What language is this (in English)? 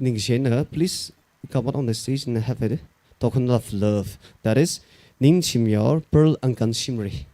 Tangkhul Naga (India)